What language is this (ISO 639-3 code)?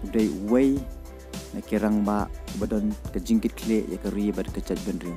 kha